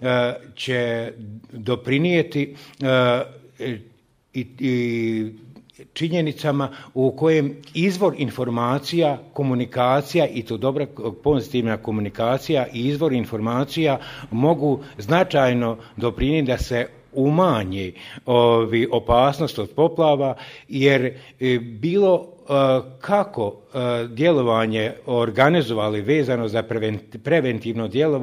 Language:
Croatian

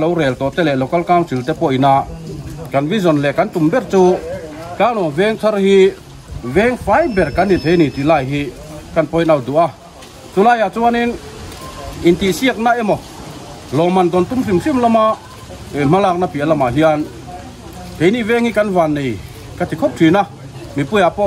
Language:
Mizo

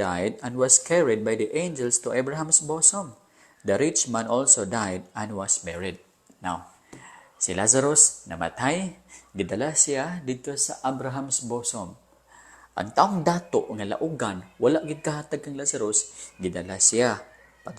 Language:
Cebuano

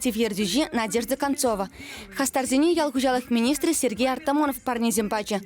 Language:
Chuvash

